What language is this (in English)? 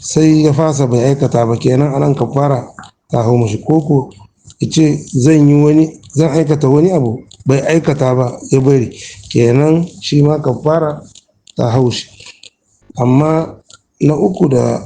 Hausa